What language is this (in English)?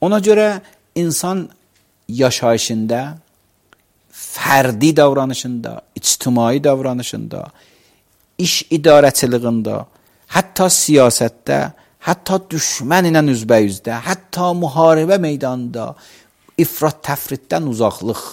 Azerbaijani